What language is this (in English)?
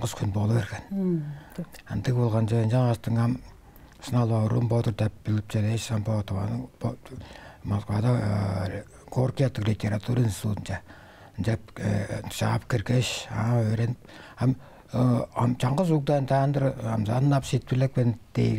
Tuvinian